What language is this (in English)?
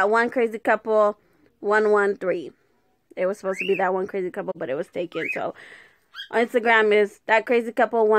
English